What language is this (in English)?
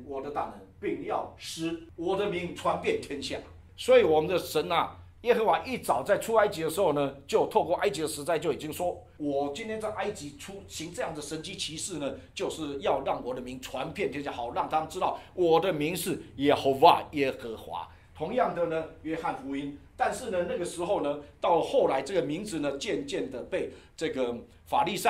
Chinese